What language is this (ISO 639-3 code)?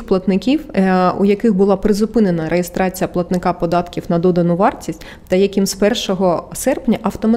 ukr